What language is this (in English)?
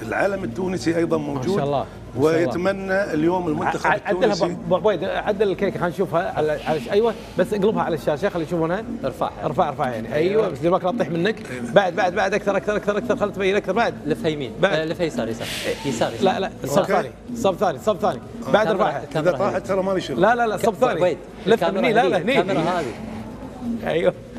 Gulf Arabic